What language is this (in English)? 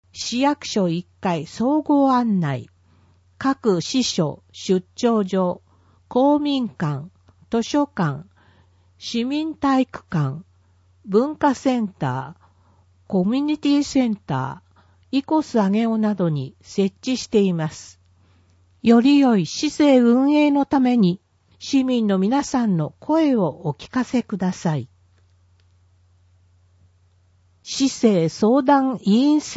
Japanese